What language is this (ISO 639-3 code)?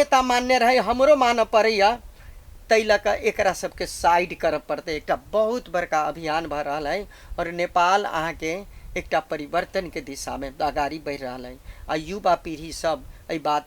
mai